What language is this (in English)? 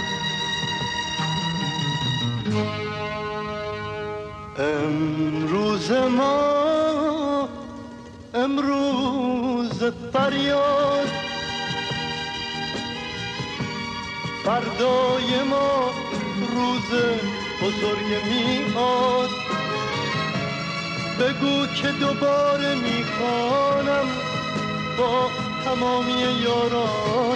Persian